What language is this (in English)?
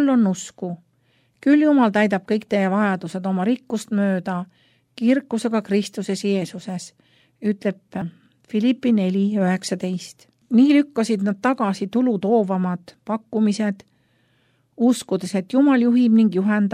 Estonian